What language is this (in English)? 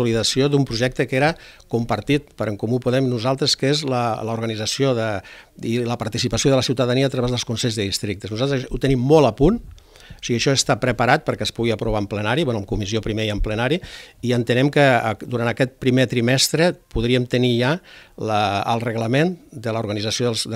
Catalan